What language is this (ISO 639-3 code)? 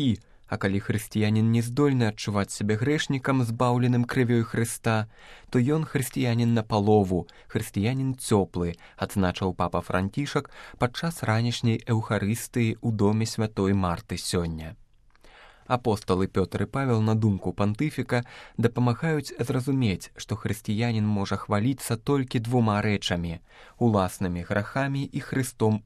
bel